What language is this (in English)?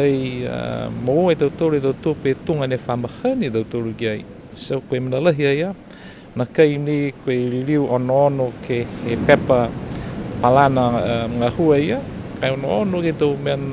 Niuean